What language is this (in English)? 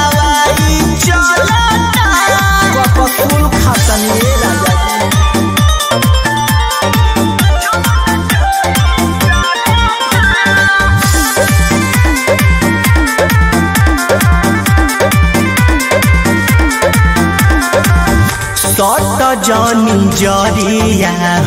Bhojpuri